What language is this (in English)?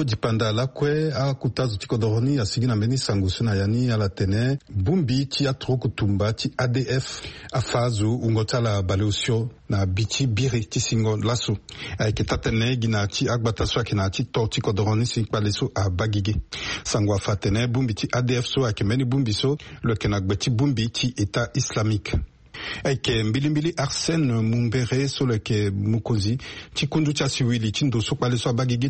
Sango